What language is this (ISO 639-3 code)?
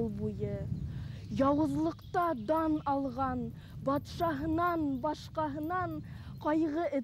bak